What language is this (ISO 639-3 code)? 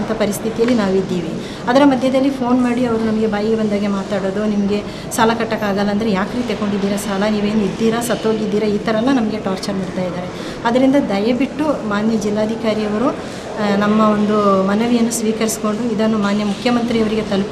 kan